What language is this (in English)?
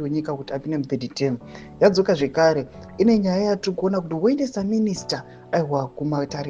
Shona